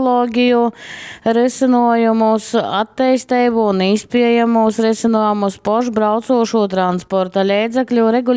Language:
Latgalian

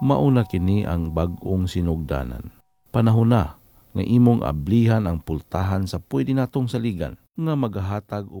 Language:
Cebuano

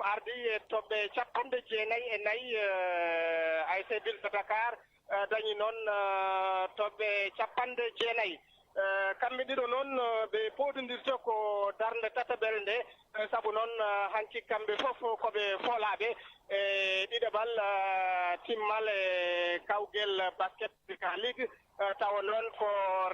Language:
Fula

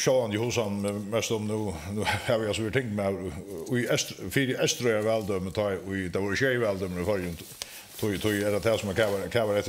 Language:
Faroese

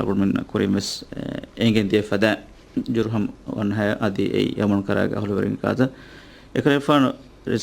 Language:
Divehi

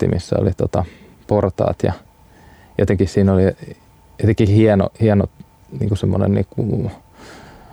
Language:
Finnish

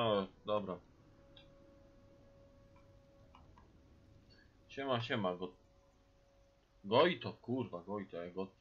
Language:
Polish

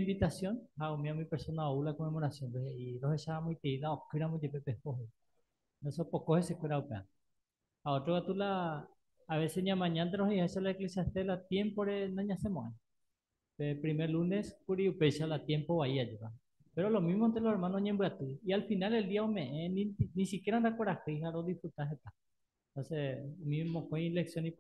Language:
Guarani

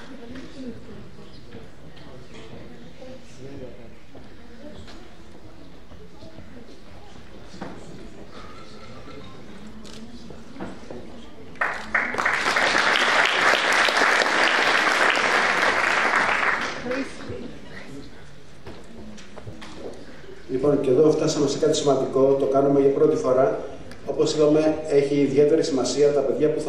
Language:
Greek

